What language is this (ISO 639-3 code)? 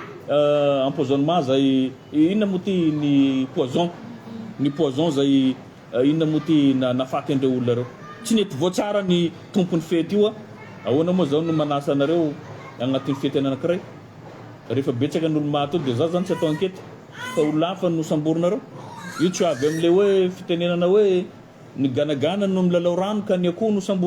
mlg